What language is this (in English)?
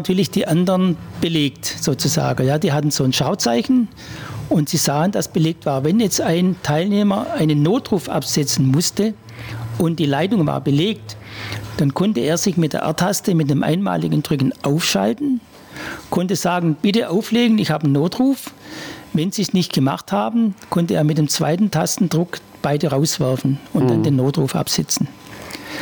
German